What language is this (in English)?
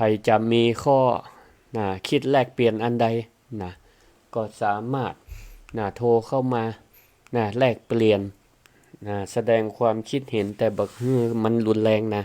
Northern Thai